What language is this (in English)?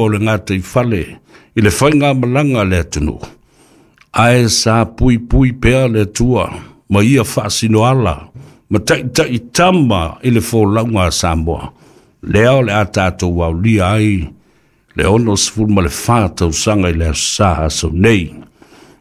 Samoan